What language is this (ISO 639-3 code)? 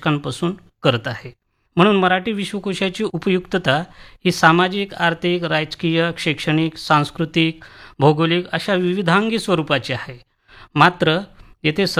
mar